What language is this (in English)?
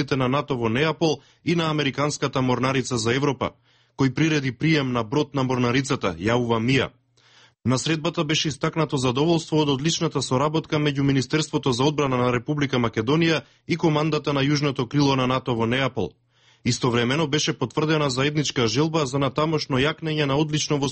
Macedonian